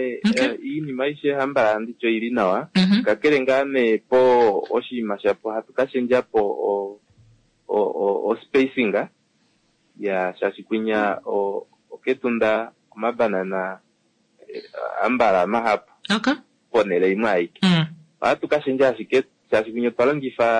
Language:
Kuanyama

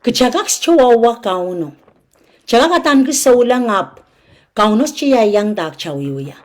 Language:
Pohnpeian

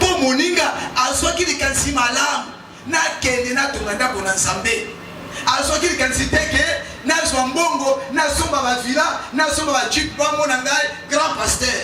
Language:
Lingala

